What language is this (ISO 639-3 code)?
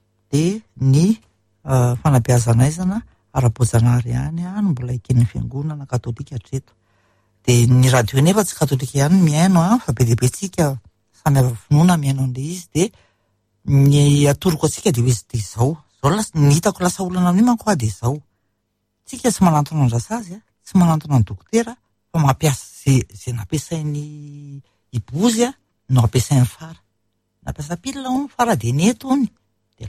mlg